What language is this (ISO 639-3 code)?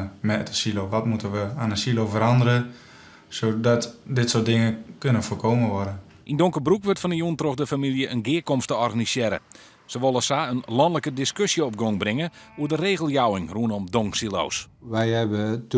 fry